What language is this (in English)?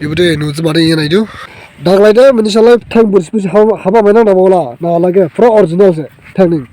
Dimasa